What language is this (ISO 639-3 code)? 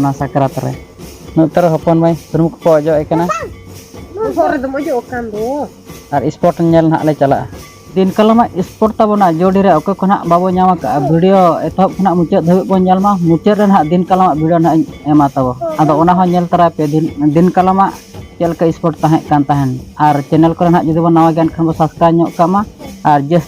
sat